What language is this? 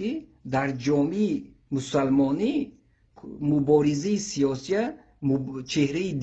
Tajik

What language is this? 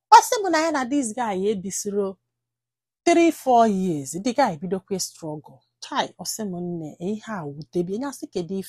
Igbo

